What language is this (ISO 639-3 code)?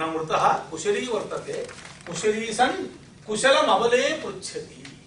san